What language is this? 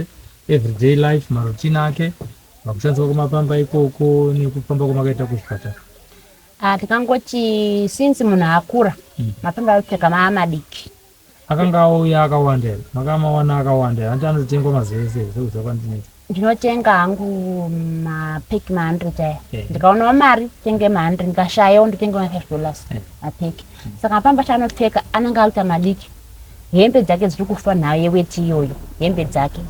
Shona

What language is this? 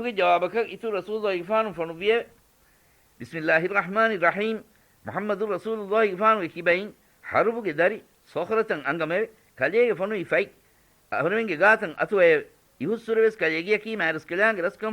Divehi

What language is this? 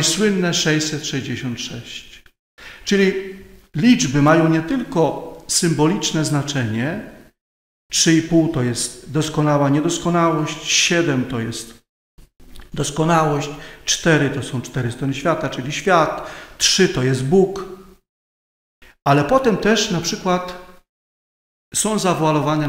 Polish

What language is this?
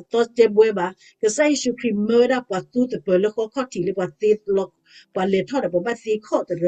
S'gaw Karen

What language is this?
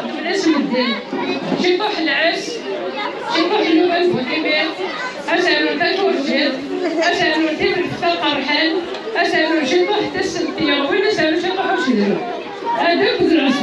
Kabyle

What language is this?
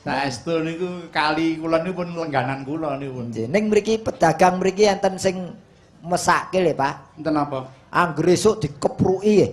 Javanese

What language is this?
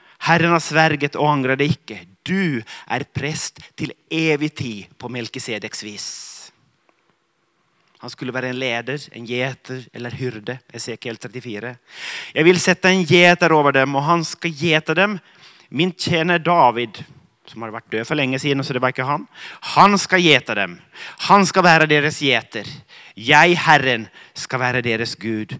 Norwegian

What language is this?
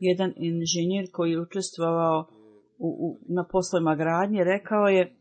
Bosnian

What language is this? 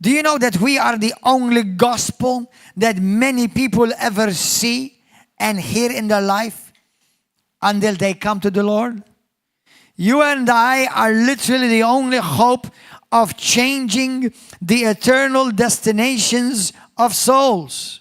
English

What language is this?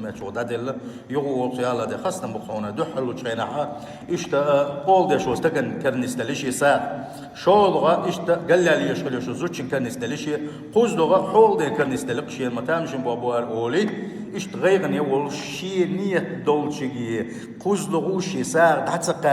Chechen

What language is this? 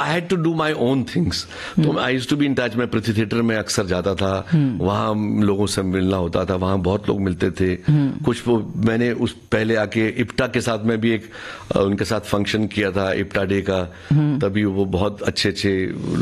Hindi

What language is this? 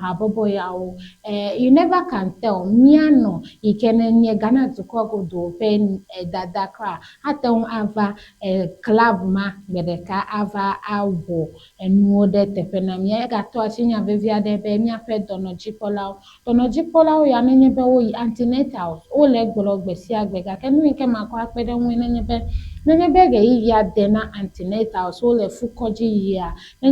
Ewe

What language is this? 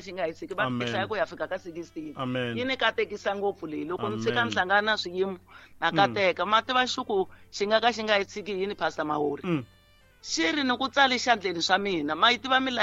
Tsonga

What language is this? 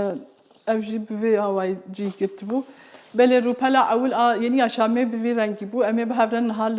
Kurdish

